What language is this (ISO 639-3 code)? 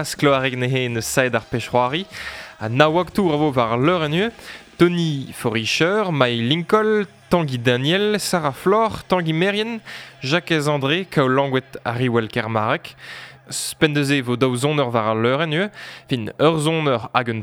bre